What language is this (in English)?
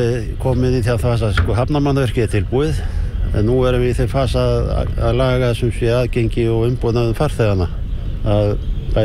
Icelandic